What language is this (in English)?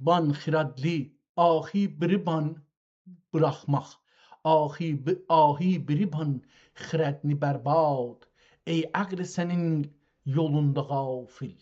South Azerbaijani